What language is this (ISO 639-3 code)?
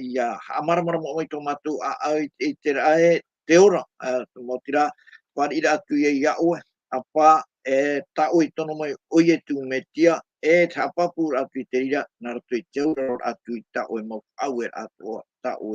tah